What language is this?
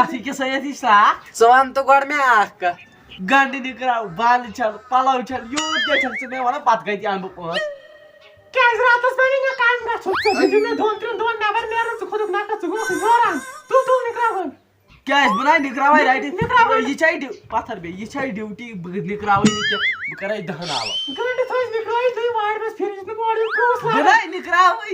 Kashmiri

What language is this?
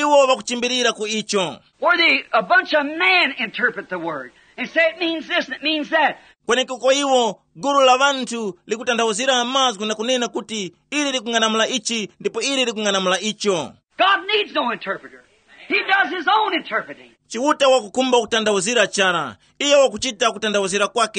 Tumbuka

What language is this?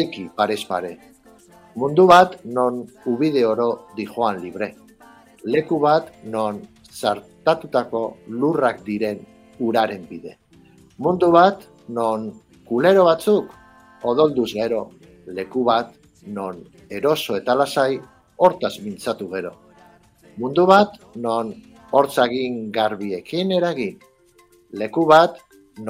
Basque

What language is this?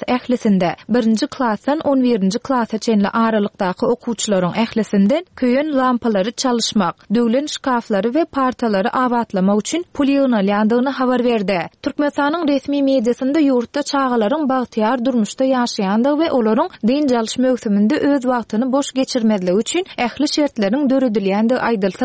Turkmen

